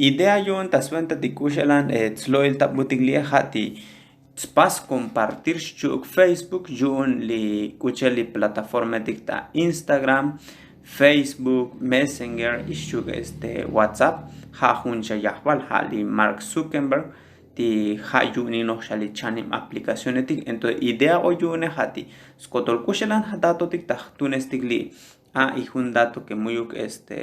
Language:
Tzotzil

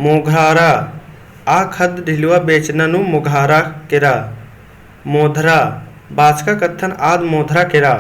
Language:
Kurukh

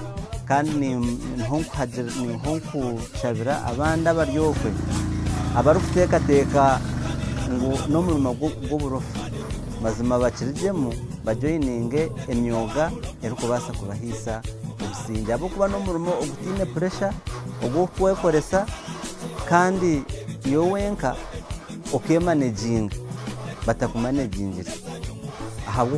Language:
Nyankole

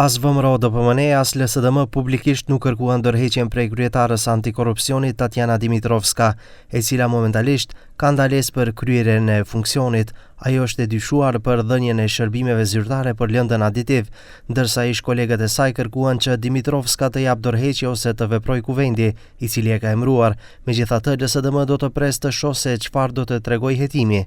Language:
Albanian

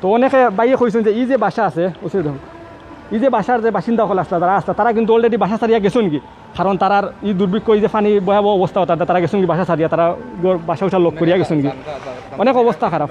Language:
Sylheti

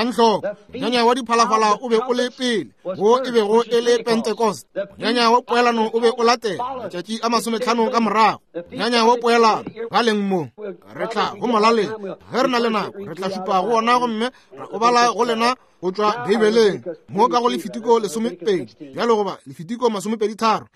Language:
Northern Sotho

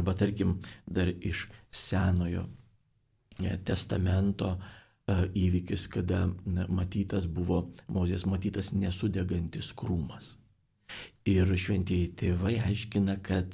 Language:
Lithuanian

